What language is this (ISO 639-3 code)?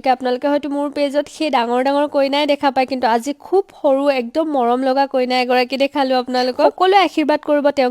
asm